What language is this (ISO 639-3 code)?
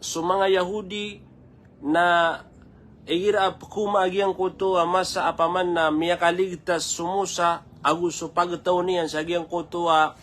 mrw